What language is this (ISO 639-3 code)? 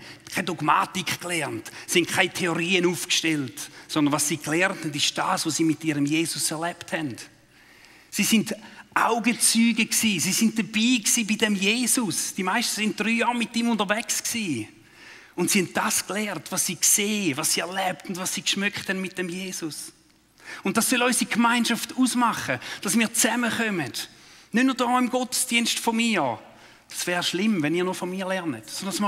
gsw